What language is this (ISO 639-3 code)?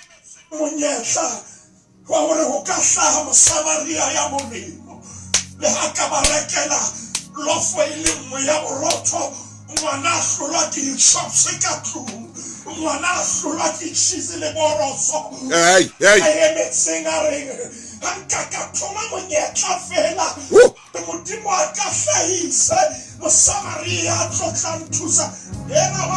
sot